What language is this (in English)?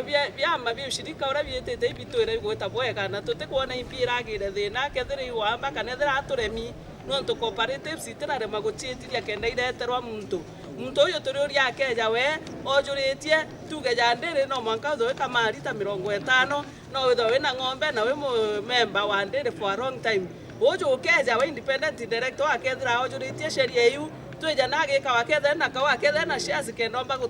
Meru